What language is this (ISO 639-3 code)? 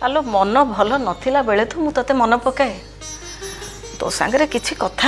ori